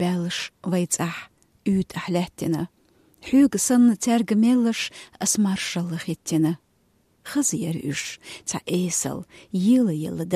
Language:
Latvian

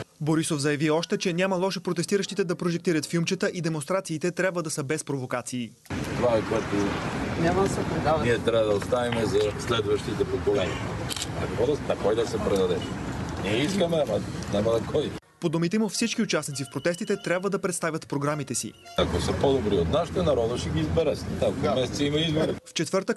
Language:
Bulgarian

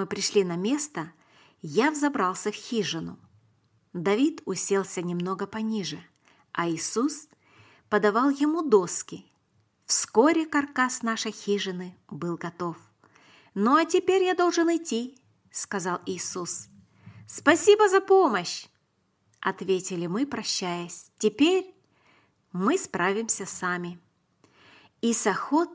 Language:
Russian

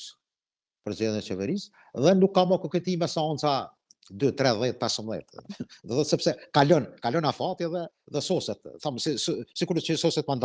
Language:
Albanian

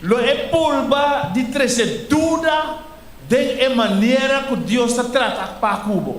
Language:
Papiamento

